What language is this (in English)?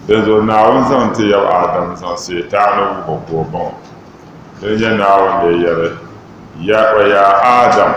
Dagbani